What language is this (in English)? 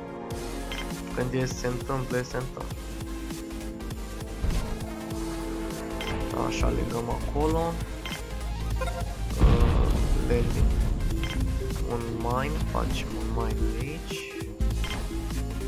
Romanian